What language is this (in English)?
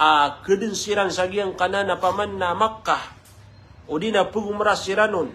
Maranao